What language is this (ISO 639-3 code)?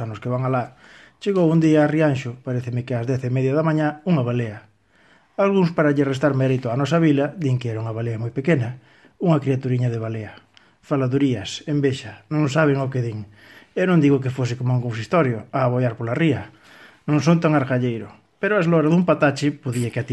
glg